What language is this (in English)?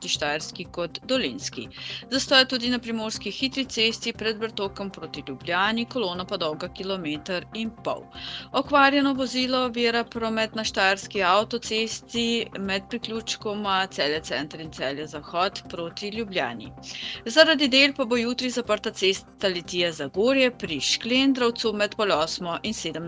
Slovenian